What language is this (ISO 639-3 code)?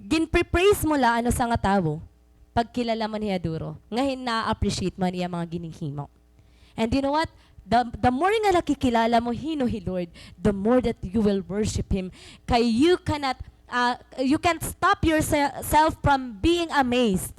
war